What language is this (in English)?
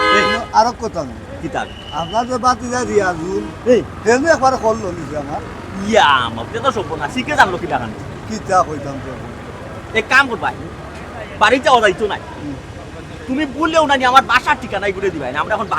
Sylheti